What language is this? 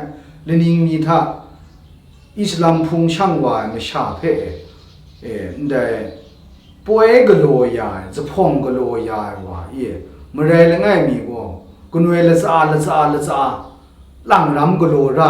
Kachin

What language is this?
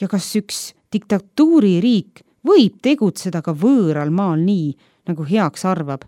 Estonian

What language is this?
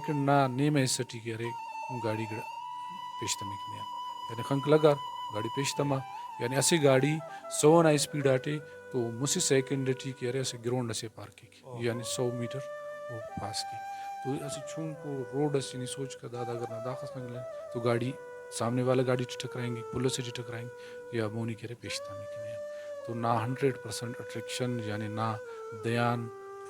Brahui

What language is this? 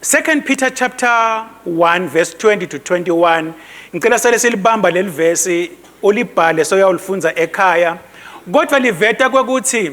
Swati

